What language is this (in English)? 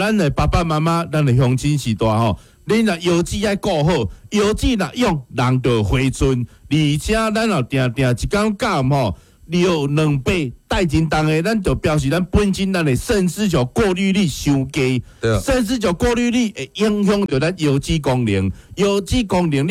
Min Nan Chinese